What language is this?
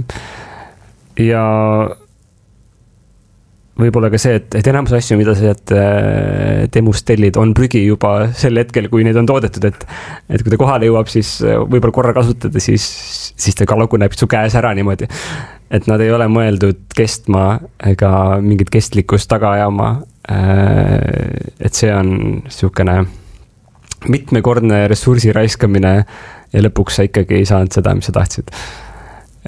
Estonian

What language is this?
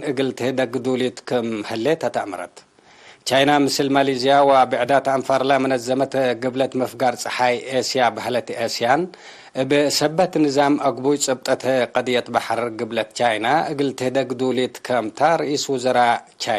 Tigre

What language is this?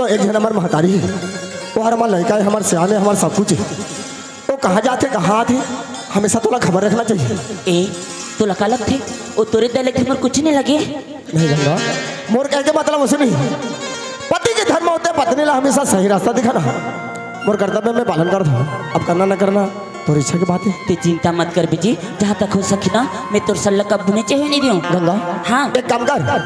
Chhattisgarhi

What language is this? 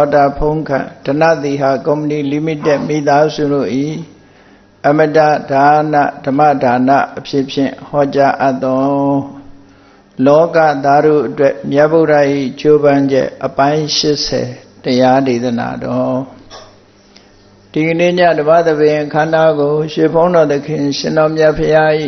Burmese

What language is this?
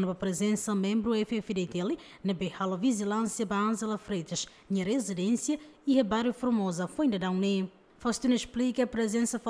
Tetum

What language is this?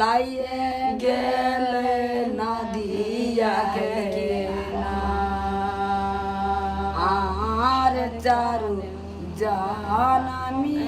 Maithili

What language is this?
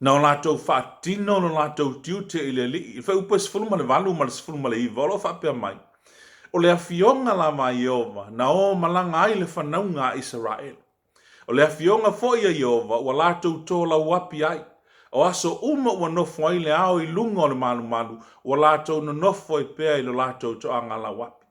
Samoan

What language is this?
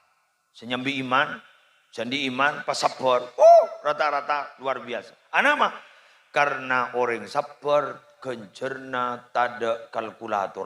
Madurese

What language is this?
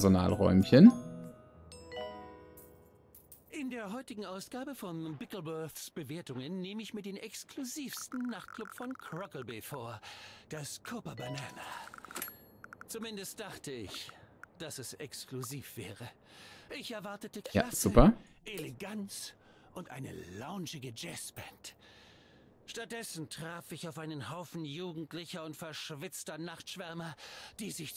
German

